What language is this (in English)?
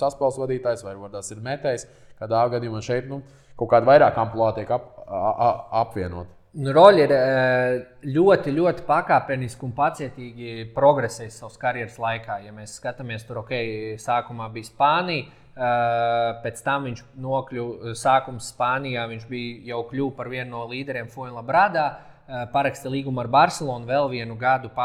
Latvian